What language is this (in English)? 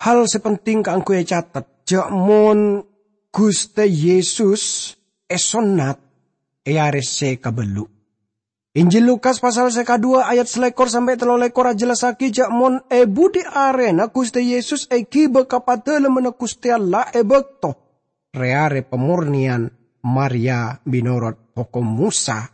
Madurese